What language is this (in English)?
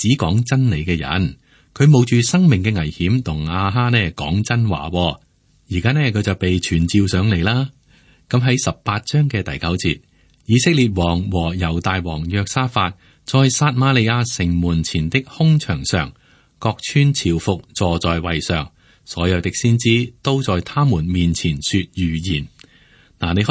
Cantonese